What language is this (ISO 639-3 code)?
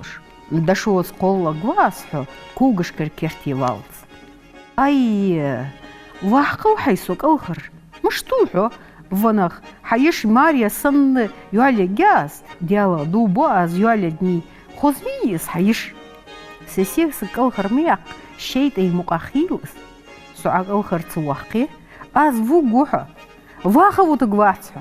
inh